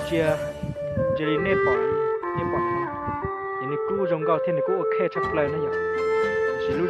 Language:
Hmong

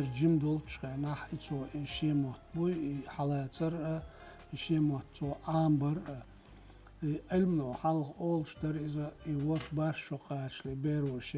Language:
Chechen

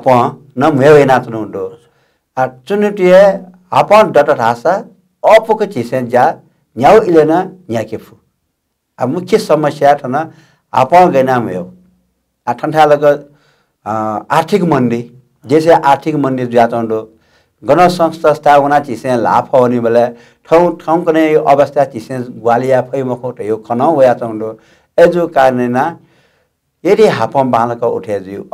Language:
Newari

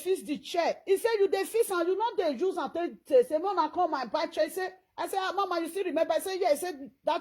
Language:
Nigerian Pidgin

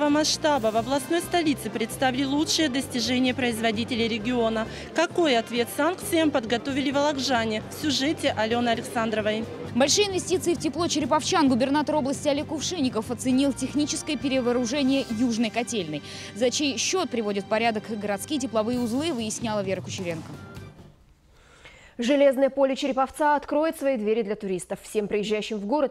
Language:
Russian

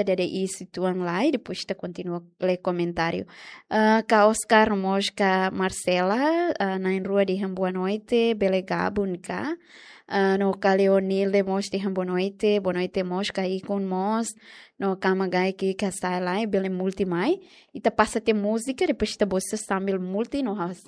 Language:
Tetum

